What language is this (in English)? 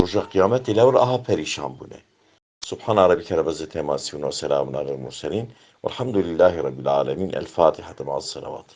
Kurdish